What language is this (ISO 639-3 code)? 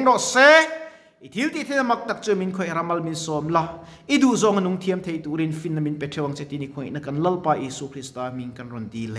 lus